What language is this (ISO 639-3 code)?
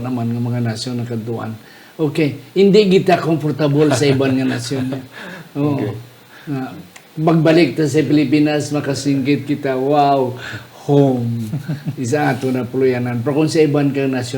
hil